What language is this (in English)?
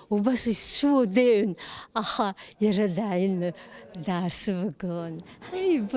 Abkhazian